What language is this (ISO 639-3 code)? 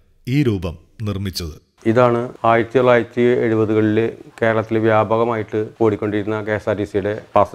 mal